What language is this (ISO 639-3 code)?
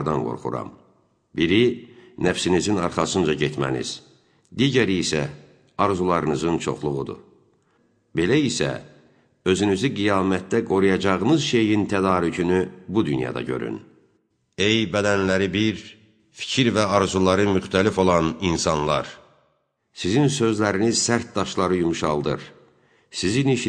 aze